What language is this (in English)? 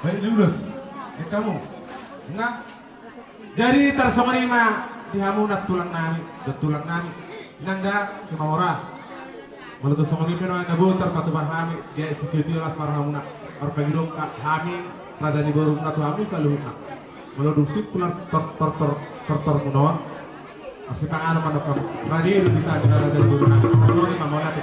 Batak Toba